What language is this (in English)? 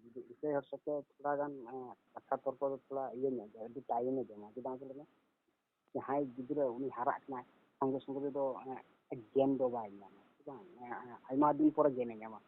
Santali